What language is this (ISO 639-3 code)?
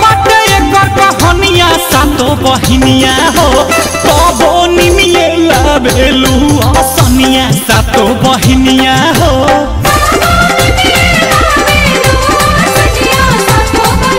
bho